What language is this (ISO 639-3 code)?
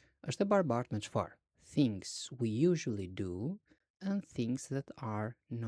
sqi